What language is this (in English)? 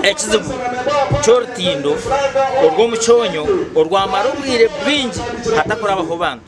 Nyankole